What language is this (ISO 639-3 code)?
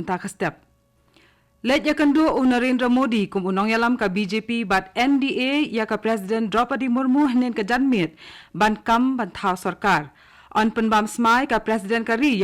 kha